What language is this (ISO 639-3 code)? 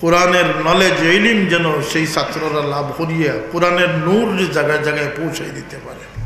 syl